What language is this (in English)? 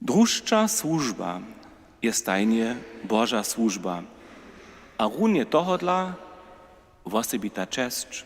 Upper Sorbian